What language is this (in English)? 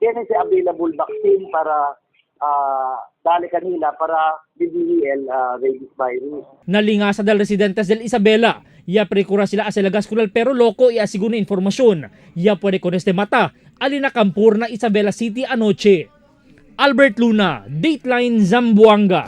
Chavacano